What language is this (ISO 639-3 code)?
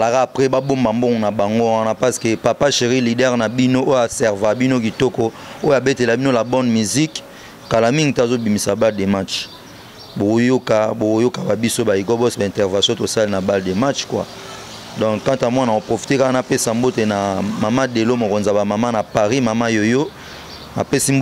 lin